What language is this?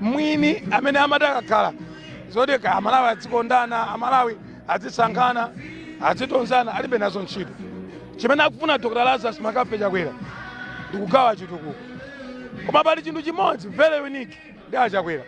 Nyanja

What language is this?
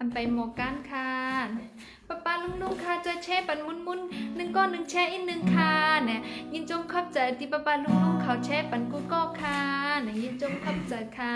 Shan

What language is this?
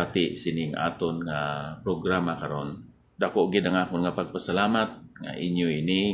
Hiligaynon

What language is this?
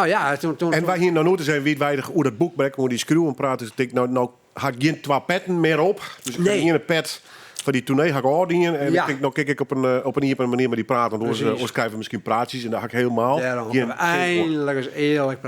Western Frisian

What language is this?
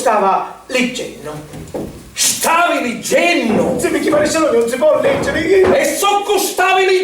Sicilian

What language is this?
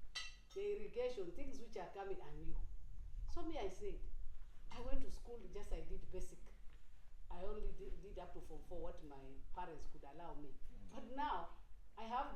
Acoli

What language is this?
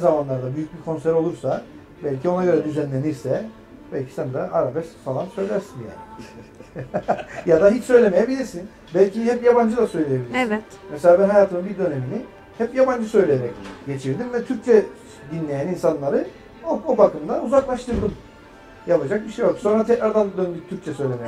Turkish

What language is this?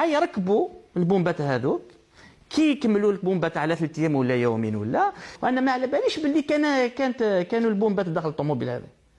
Algerian Arabic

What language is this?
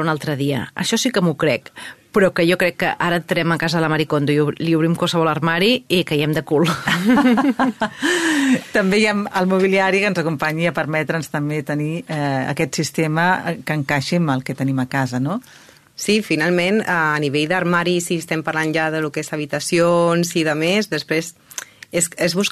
Catalan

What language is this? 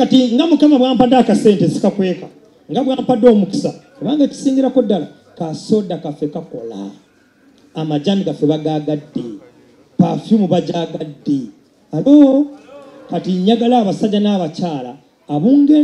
Ganda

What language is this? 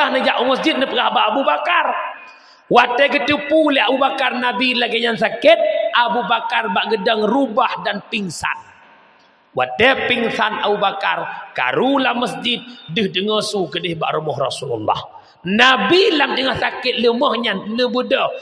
Achinese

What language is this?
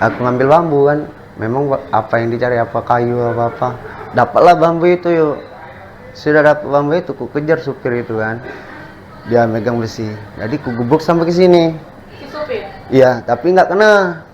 Musi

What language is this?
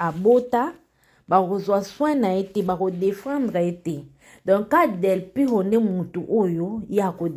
Lingala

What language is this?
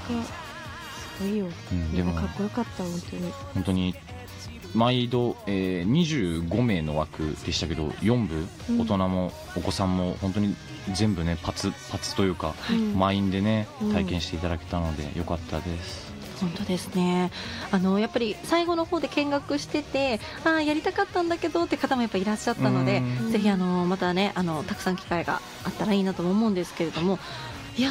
Japanese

